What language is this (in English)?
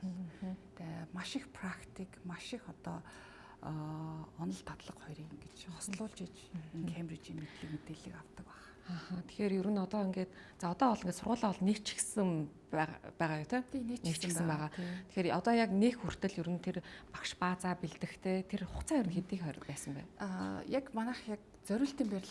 Mongolian